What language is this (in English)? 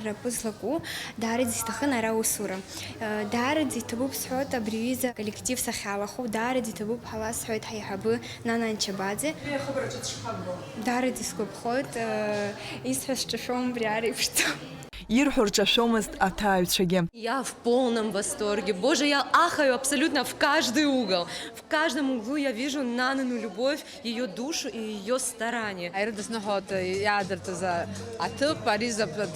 Abkhazian